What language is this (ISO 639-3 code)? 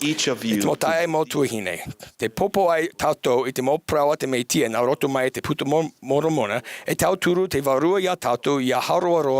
tah